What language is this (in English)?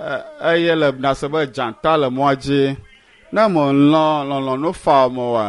Ewe